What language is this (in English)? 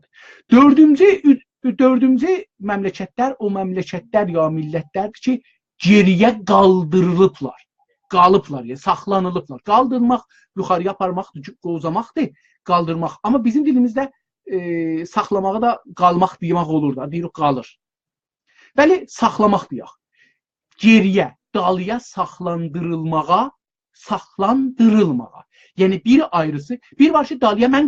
South Azerbaijani